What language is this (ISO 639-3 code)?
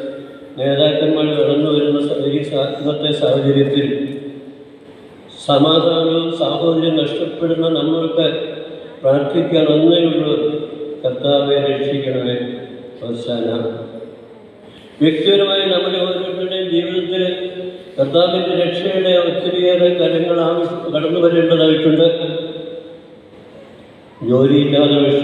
mal